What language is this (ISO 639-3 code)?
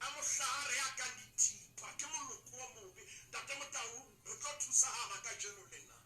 sot